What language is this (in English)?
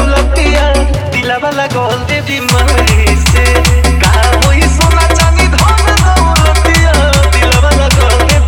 Bhojpuri